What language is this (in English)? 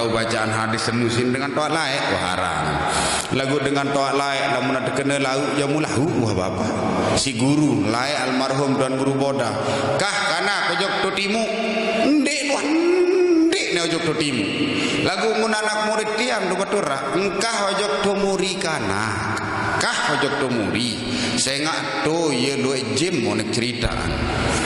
Sasak